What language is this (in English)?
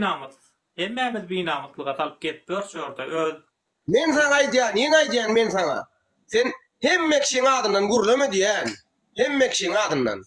Turkmen